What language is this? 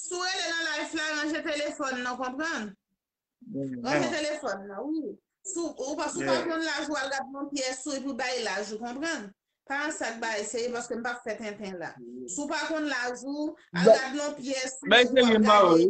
Haitian Creole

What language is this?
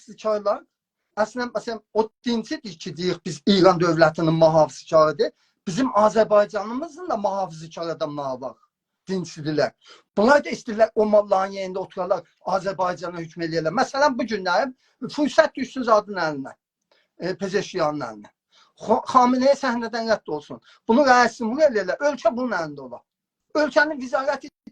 South Azerbaijani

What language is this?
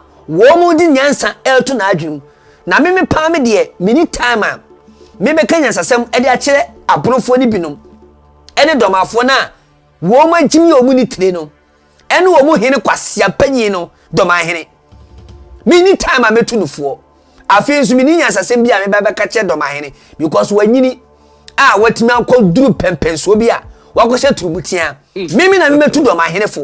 Akan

